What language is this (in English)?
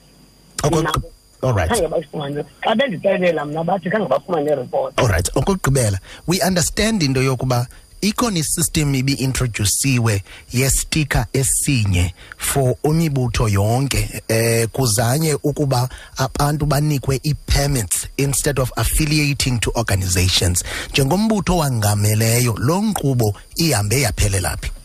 Xhosa